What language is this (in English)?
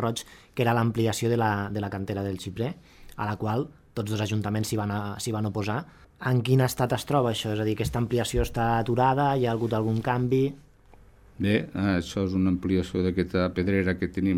Catalan